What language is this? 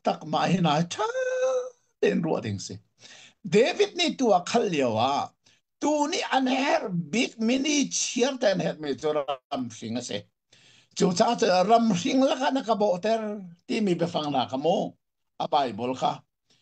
Hakha Chin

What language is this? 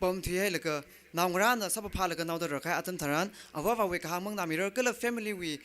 Tangkhul Naga (India)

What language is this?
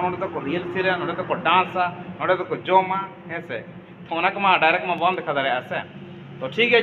Santali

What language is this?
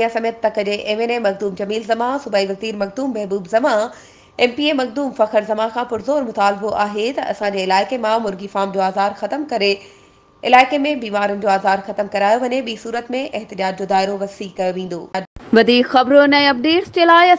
Sindhi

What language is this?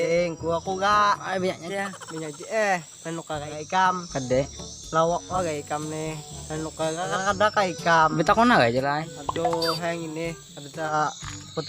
Banjar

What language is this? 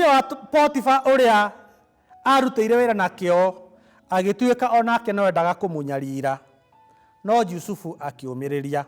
Kikuyu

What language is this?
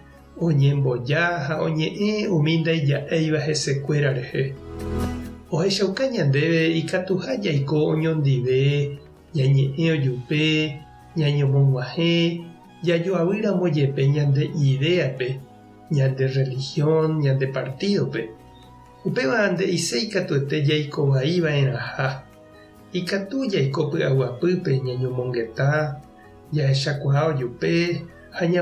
Guarani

